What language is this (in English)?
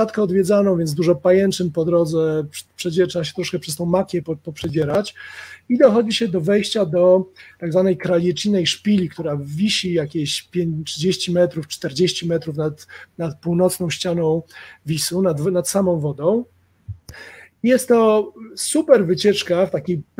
Polish